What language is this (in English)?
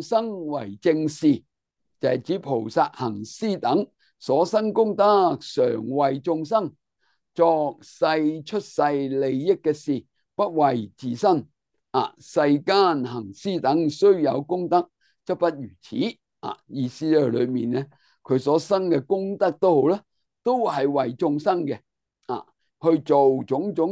Cantonese